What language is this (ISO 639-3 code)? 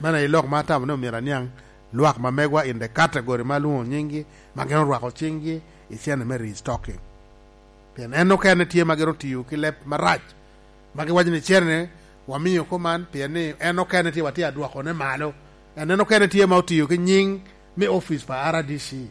laj